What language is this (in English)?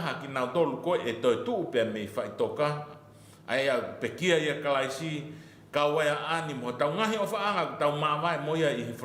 Tongan